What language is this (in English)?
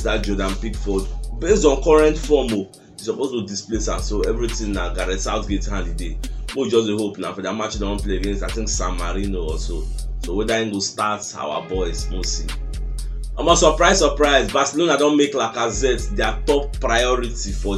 Nigerian Pidgin